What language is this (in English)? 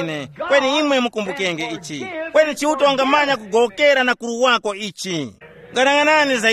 Tumbuka